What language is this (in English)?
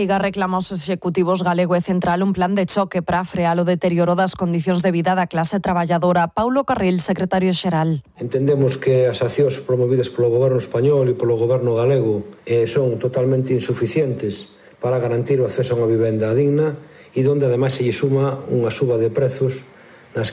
Galician